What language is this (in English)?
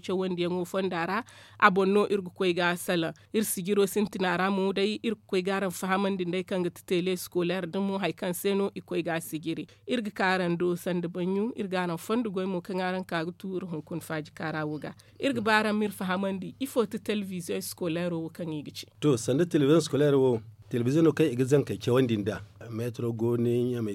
Zarma